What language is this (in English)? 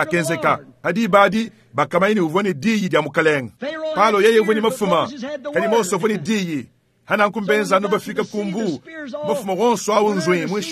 Luba-Lulua